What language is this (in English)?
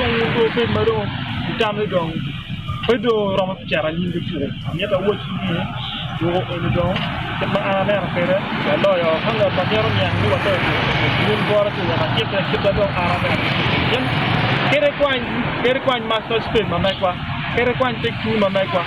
Acoli